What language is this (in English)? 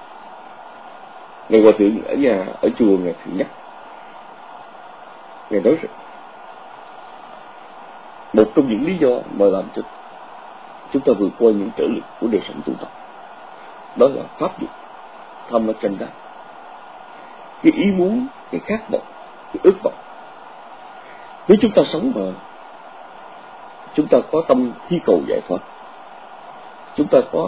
Vietnamese